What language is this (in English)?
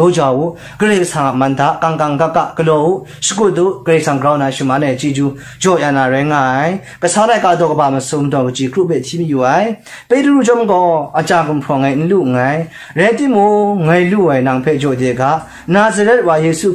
Kachin